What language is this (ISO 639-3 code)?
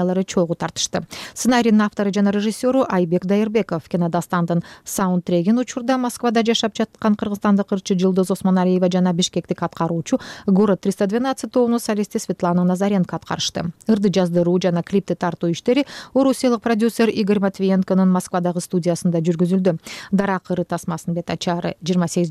kir